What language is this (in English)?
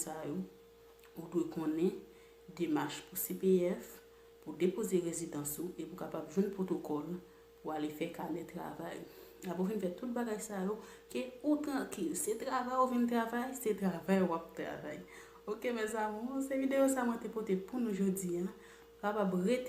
Haitian Creole